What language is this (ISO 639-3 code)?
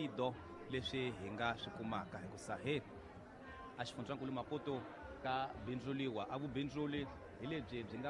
tso